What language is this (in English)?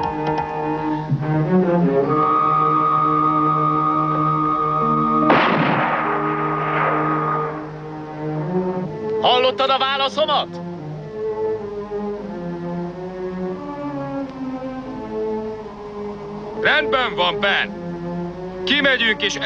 Hungarian